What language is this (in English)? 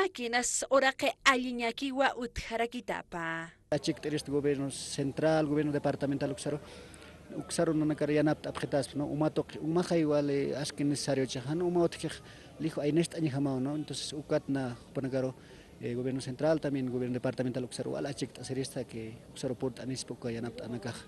Aymara